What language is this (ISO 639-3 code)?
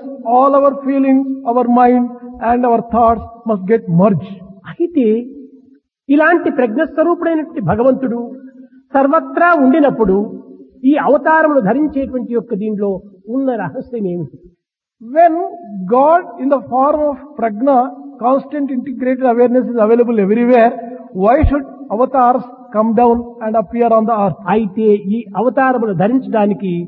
tel